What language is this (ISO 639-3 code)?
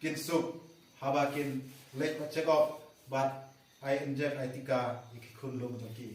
kha